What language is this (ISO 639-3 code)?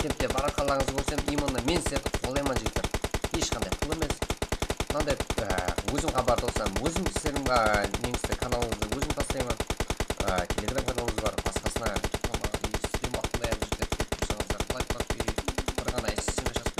kaa